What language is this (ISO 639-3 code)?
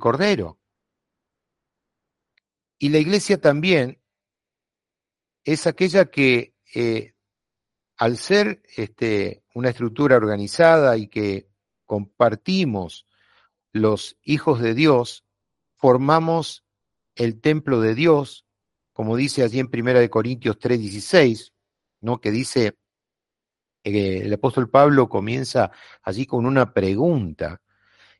spa